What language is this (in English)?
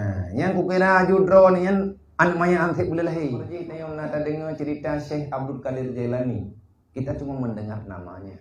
Achinese